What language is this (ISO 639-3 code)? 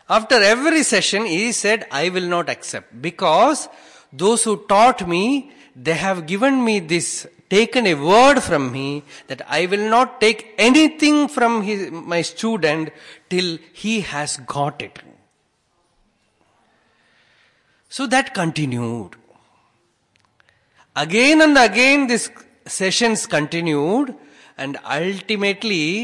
eng